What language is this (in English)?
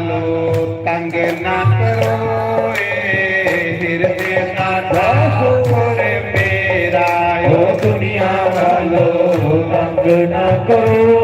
Dogri